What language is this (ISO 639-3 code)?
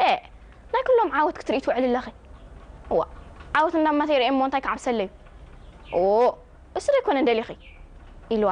tir